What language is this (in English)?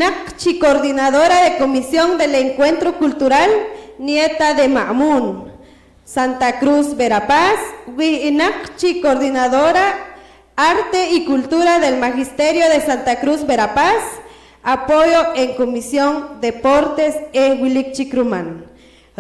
Poqomchi'